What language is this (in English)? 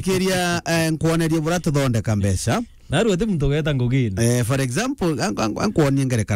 Meru